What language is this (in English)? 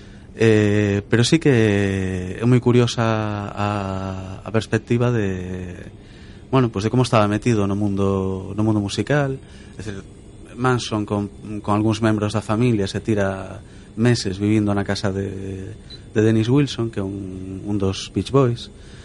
Galician